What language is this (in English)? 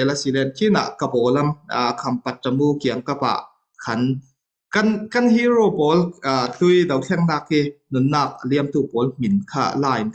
Falam Chin